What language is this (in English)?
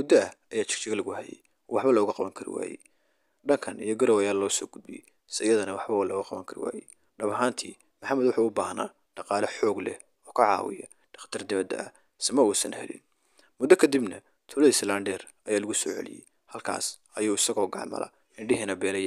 Somali